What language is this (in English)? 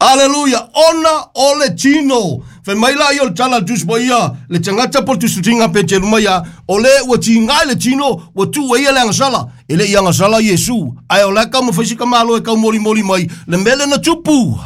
Samoan